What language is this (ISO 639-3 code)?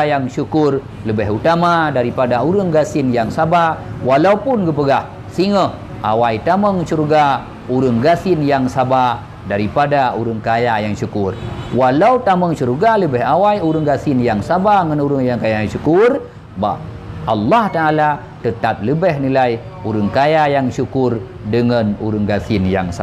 ace